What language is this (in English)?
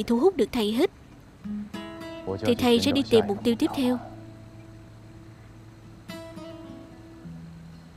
Vietnamese